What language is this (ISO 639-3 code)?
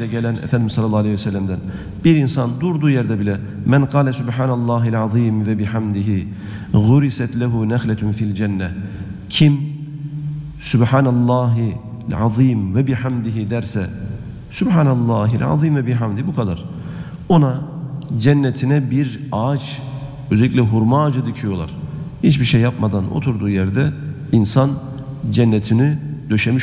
tur